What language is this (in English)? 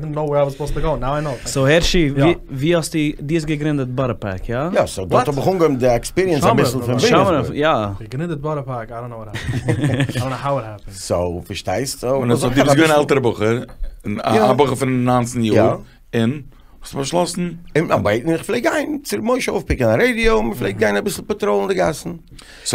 Yiddish